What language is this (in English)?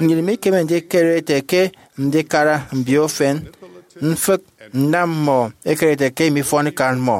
Efik